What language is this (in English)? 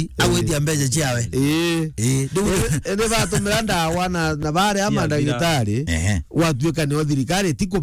Meru